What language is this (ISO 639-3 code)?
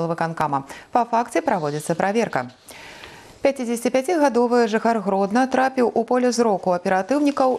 bel